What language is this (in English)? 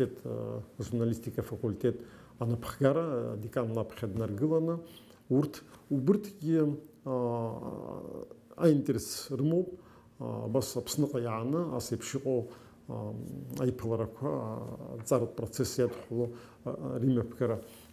Abkhazian